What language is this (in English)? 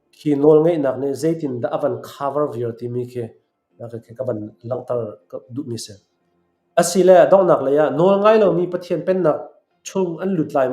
Hakha Chin